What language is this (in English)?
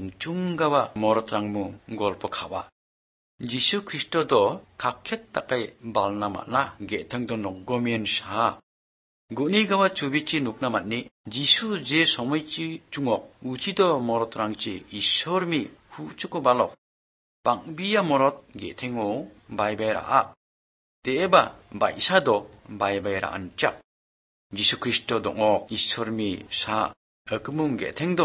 Croatian